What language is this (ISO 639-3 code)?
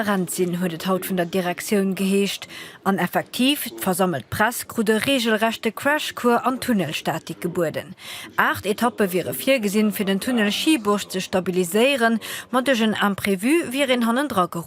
ltz